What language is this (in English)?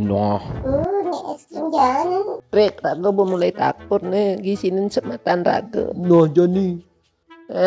Balinese